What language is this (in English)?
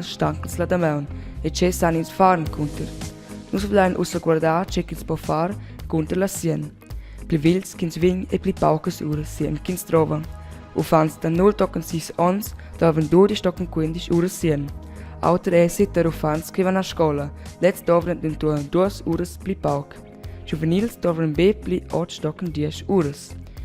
Romansh